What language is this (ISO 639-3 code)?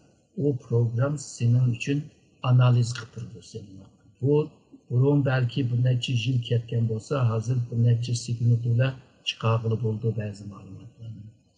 uig